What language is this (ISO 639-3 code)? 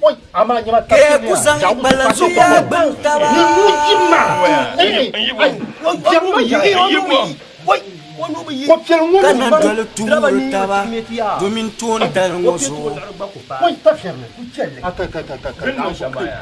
dag